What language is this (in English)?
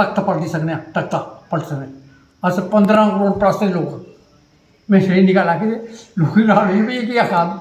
Dogri